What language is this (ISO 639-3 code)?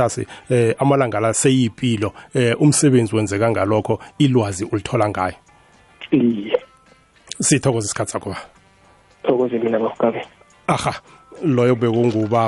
nbl